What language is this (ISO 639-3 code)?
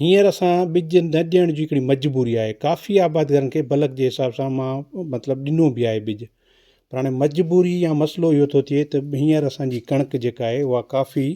snd